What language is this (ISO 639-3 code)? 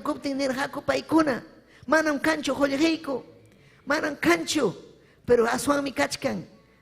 quy